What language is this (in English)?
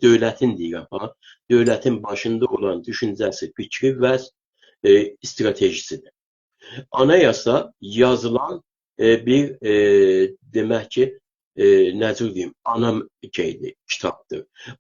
South Azerbaijani